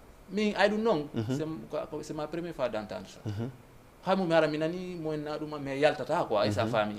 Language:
Fula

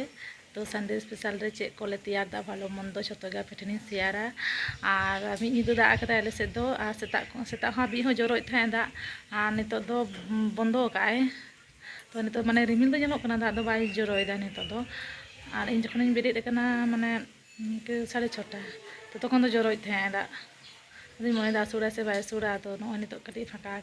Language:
Santali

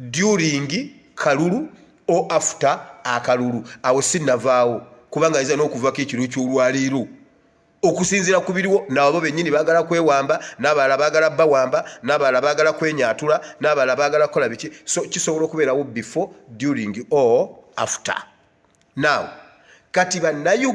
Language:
Ganda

